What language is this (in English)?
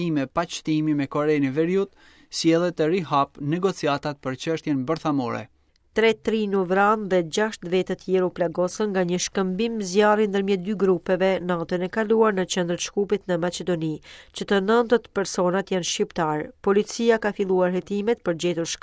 Albanian